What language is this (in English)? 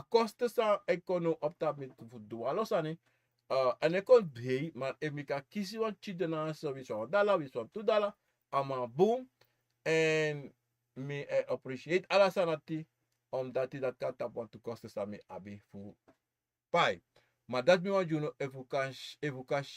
Sranan Tongo